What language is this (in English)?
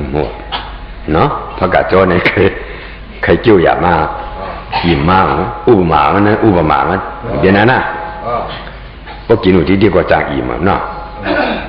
Shan